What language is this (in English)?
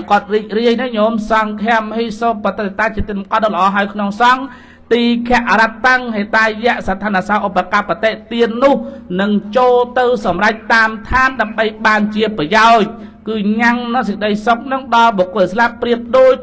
Khmer